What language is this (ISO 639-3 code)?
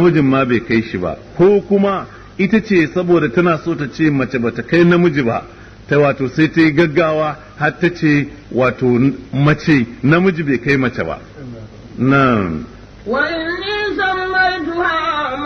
hau